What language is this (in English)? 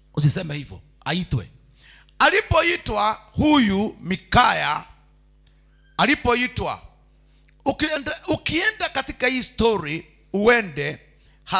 Swahili